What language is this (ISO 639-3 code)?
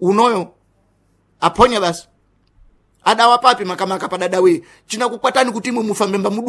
seh